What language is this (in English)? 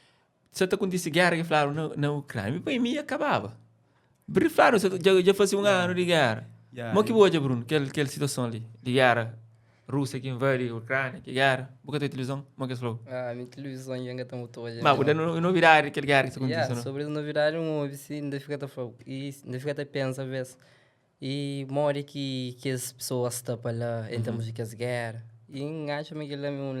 Kabuverdianu